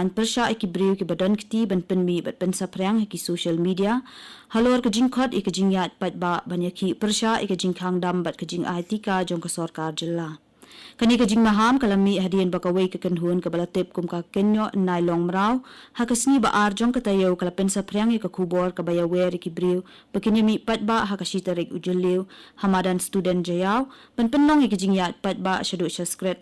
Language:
Khasi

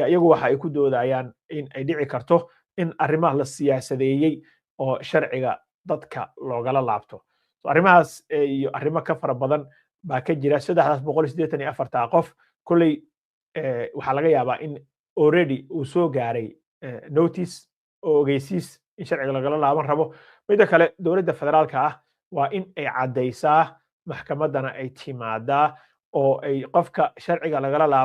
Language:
Somali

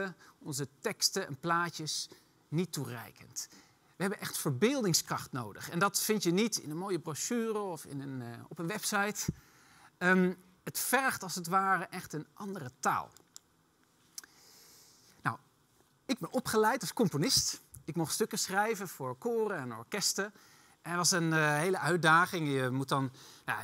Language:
Dutch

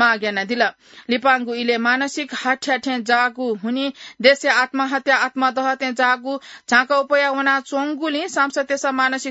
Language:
Newari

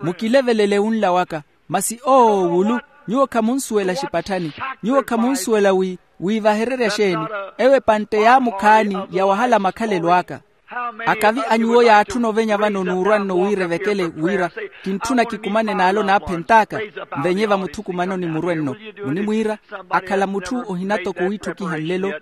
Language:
Makhuwa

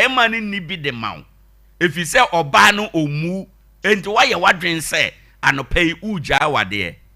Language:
Akan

